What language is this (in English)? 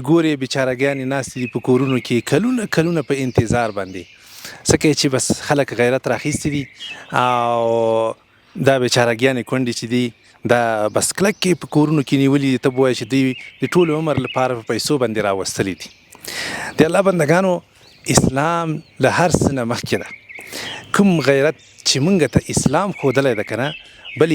Pashto